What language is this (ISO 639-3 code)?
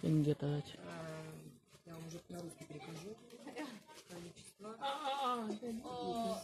chv